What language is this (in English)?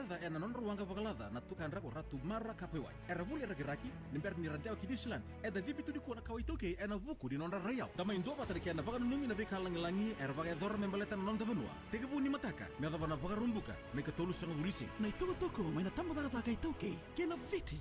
Fijian